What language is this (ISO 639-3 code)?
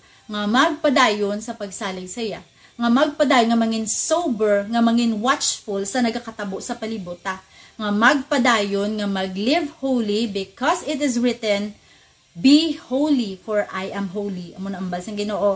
hil